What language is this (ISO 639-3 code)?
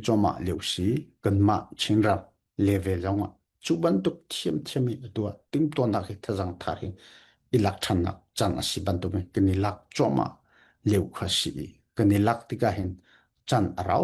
cfm